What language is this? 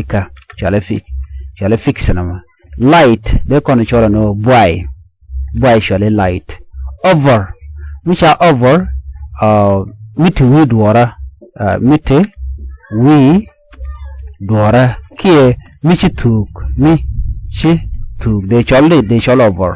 Nuer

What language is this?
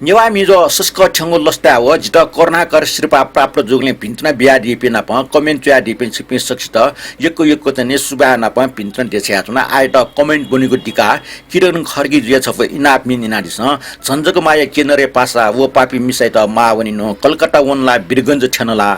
Newari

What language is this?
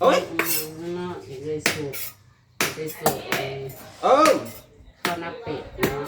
Northeastern Thai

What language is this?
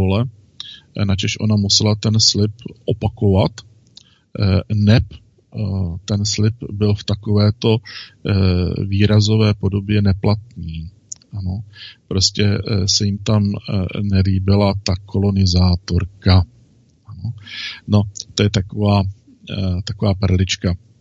Czech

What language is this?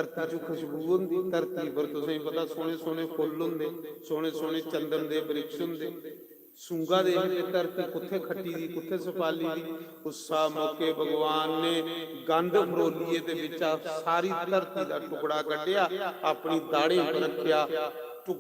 Dogri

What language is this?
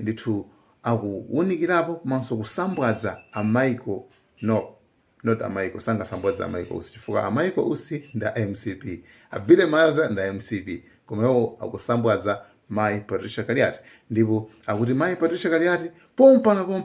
Nyanja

